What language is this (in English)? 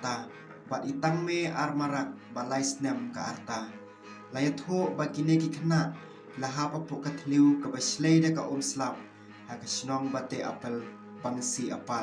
Khasi